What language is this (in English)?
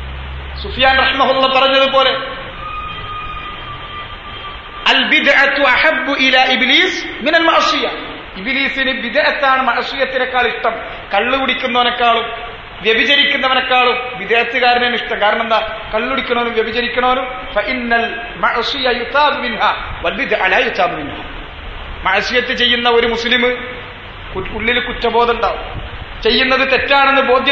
Malayalam